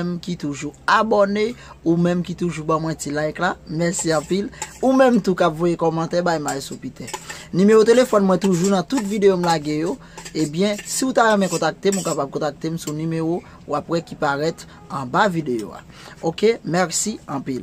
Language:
Haitian Creole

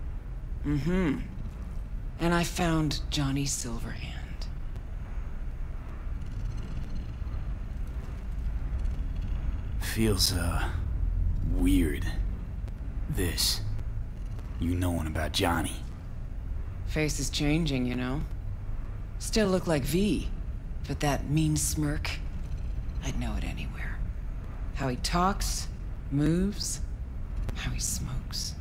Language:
English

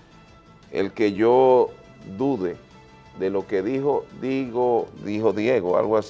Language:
Spanish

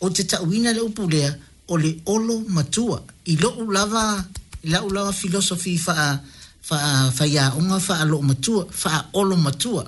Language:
Samoan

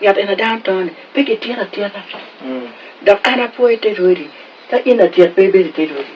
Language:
Acoli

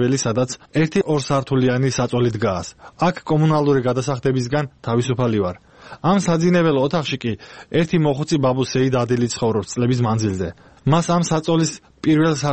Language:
Georgian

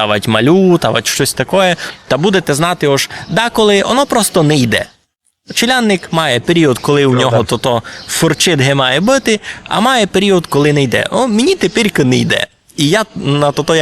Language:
Rusyn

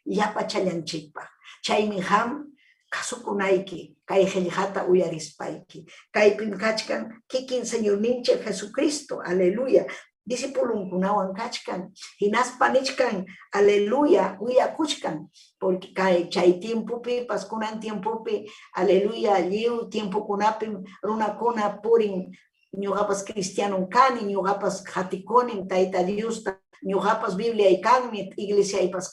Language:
Ayacucho Quechua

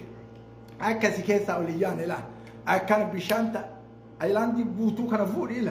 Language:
Oromo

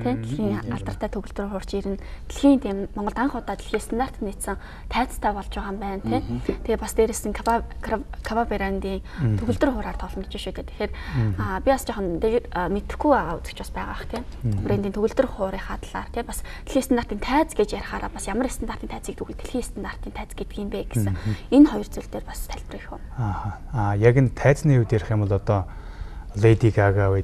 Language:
Mongolian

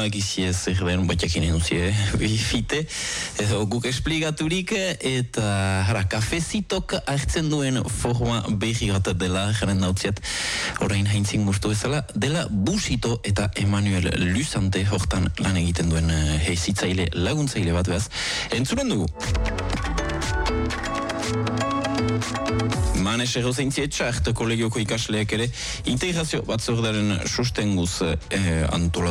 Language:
Basque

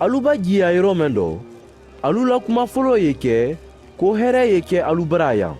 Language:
Mandingo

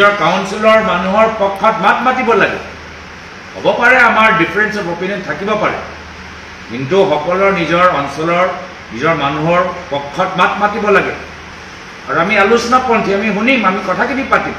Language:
Assamese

